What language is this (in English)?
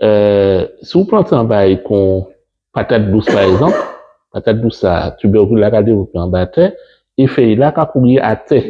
Guadeloupean Creole French